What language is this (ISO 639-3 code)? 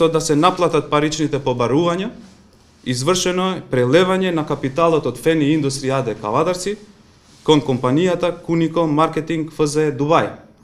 mkd